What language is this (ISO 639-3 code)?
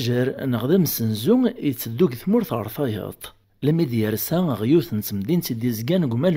kab